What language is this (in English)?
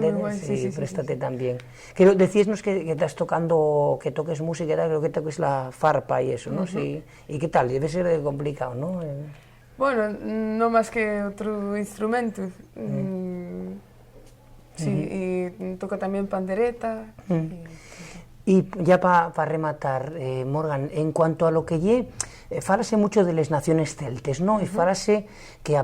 Asturian